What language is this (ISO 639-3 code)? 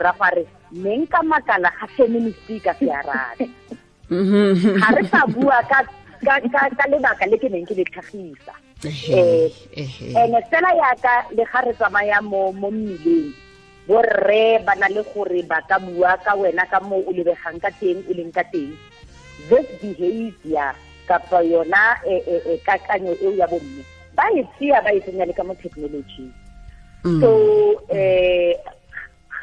tsn